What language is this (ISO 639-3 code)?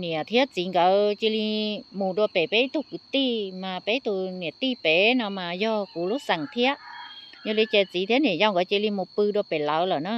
hmn